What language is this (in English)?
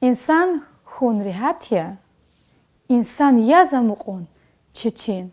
Lezghian